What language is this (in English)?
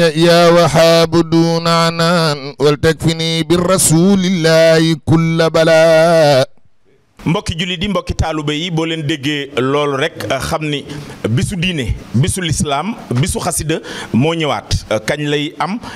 Wolof